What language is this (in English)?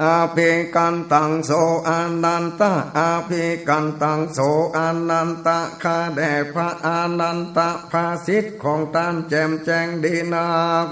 Northern Thai